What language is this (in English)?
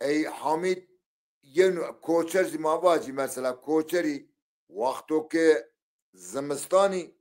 Zaza